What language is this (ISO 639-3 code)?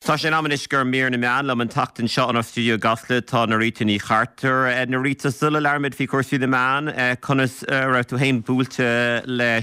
gle